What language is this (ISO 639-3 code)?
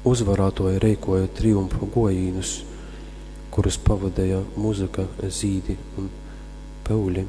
ltg